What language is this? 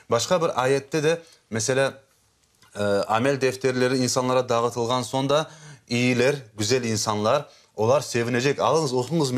Crimean Tatar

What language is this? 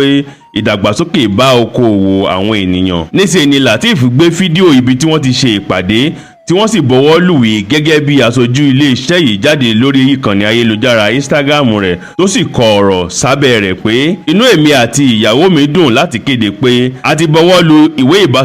Yoruba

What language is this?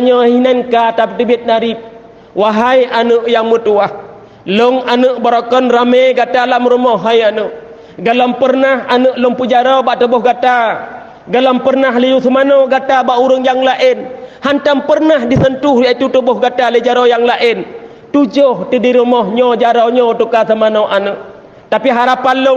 Achinese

